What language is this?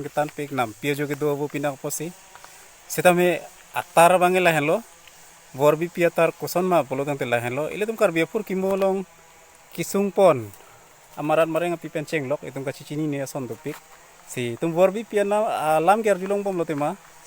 Karbi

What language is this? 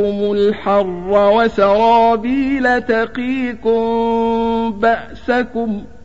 Arabic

